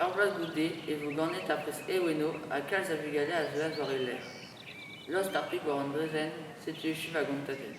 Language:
Breton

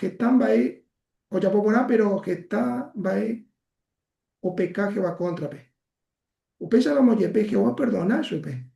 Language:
Guarani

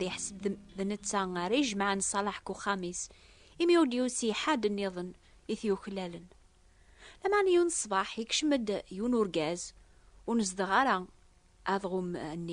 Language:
Kabyle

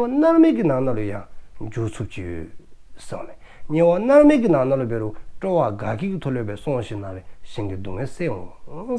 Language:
Dzongkha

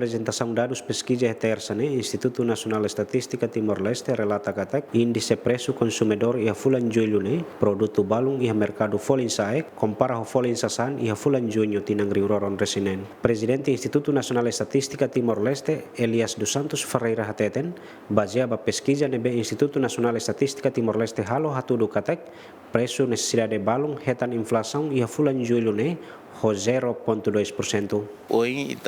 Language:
Tetum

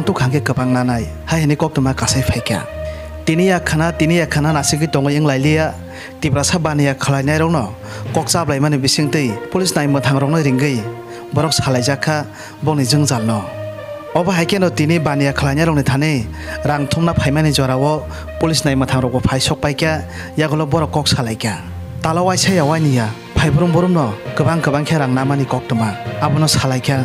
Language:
Kok Borok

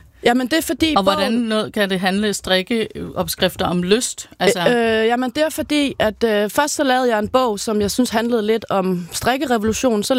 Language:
Danish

